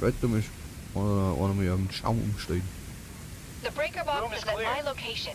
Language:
Bavarian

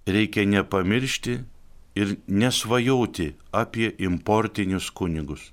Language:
Lithuanian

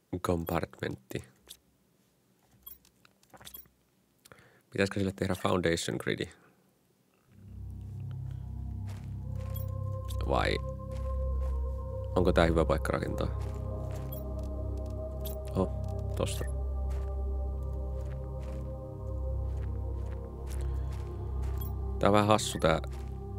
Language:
Finnish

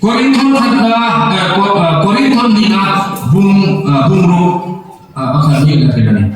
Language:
Hmar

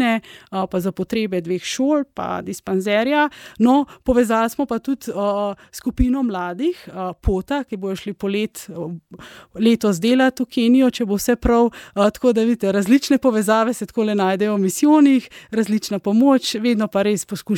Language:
Slovenian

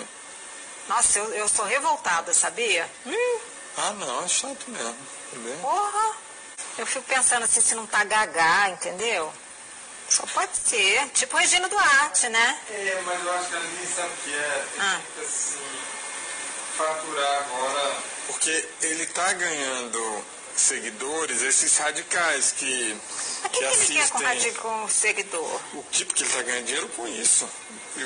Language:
Portuguese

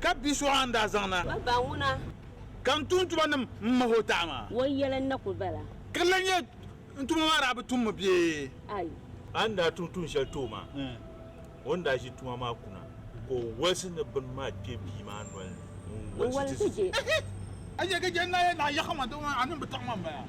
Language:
Dagbani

